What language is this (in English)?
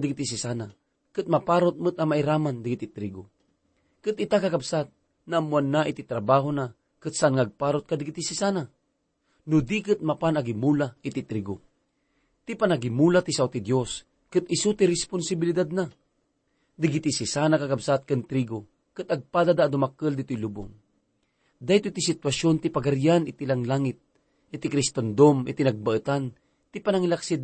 Iloko